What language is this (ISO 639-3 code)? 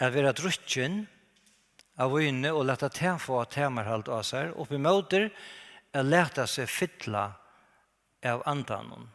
fao